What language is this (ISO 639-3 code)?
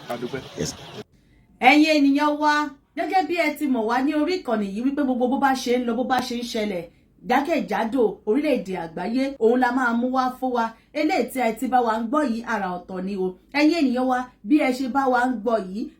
yor